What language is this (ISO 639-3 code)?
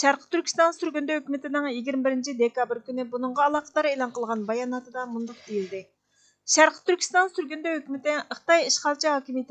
uig